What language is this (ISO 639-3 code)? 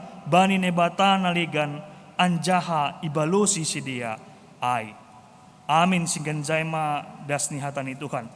bts